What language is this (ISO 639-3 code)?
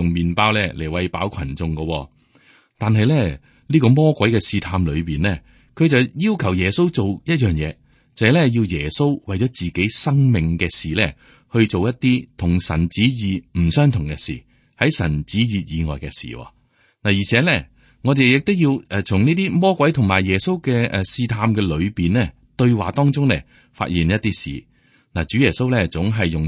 yue